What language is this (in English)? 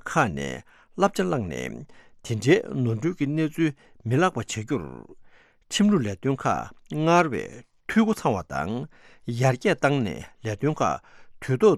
Tibetan